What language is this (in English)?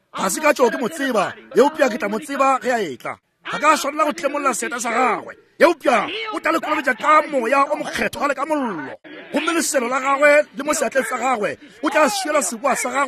Northern Sotho